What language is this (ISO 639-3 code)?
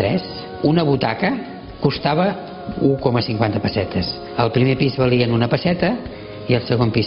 cat